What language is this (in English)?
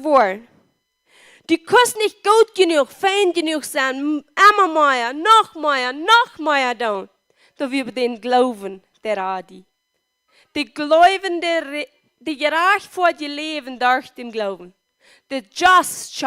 Plautdietsch